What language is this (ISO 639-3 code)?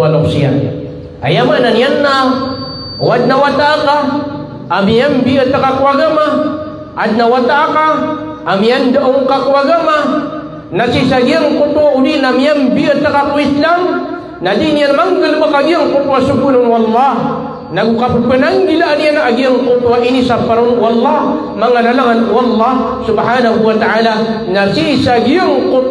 mrw